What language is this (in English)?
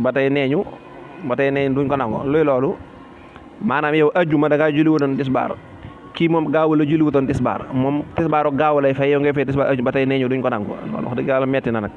Wolof